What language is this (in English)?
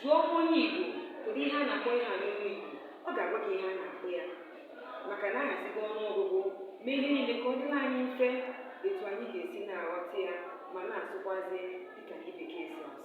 Igbo